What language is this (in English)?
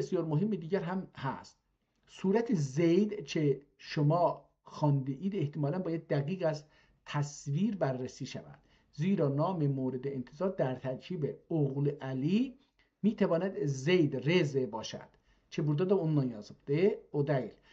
South Azerbaijani